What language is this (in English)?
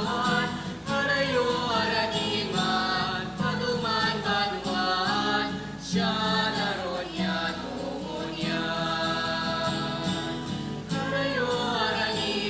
Bikol